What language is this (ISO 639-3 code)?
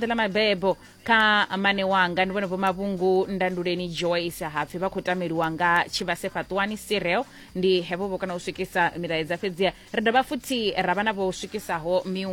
ven